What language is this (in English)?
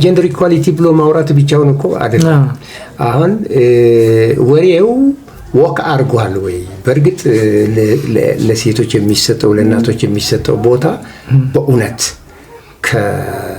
Amharic